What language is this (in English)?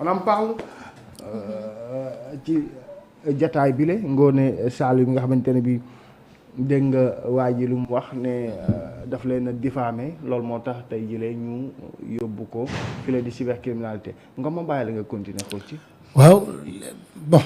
Wolof